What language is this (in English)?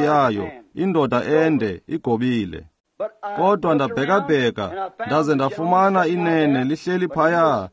Xhosa